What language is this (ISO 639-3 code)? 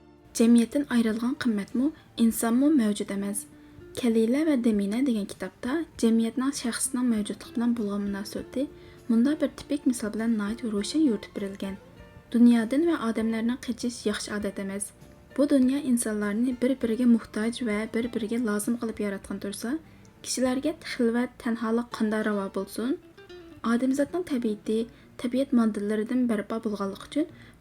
uig